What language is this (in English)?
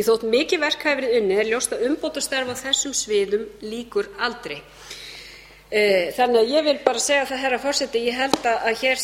Icelandic